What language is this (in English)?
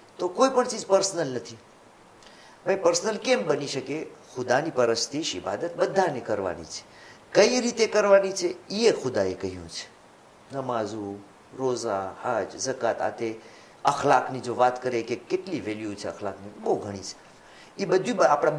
Gujarati